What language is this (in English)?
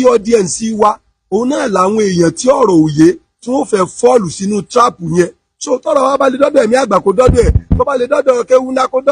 Yoruba